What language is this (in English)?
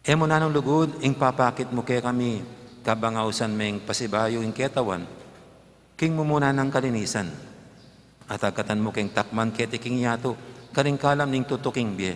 Pampanga